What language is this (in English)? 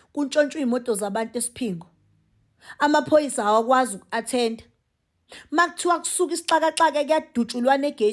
Zulu